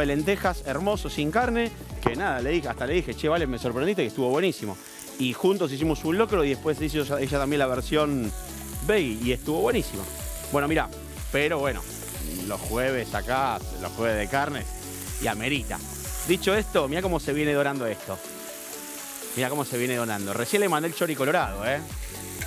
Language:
Spanish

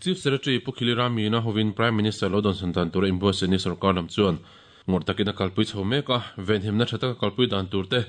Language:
Mizo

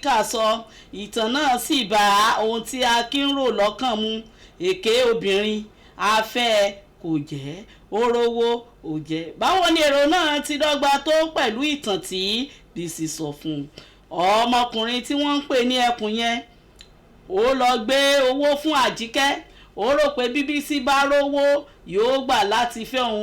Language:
Yoruba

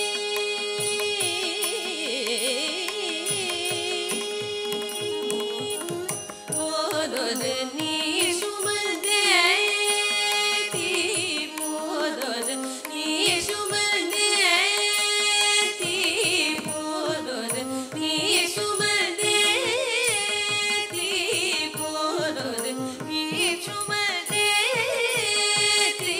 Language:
Tamil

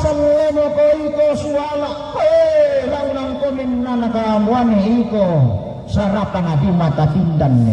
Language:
Toraja-Sa'dan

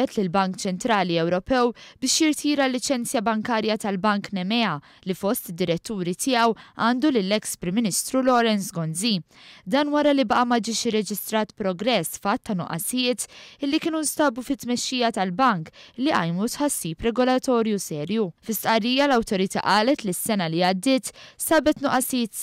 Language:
Maltese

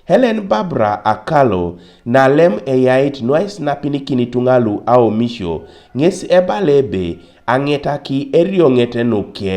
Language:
Teso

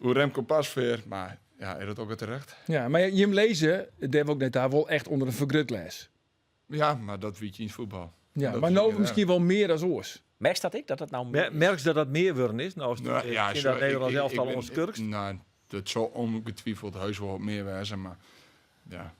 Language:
Western Frisian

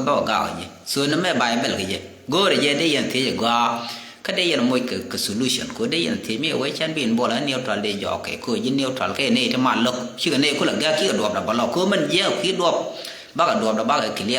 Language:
Nuer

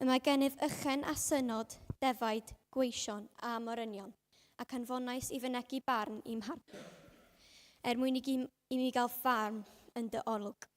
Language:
Welsh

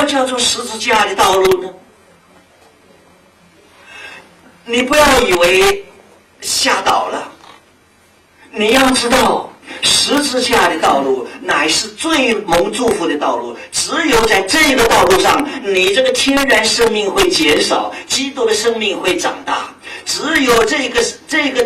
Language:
Chinese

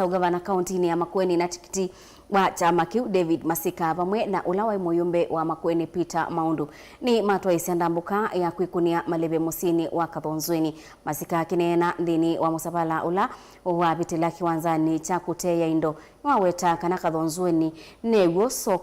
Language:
Kamba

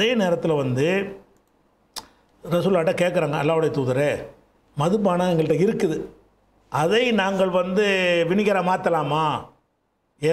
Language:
Tamil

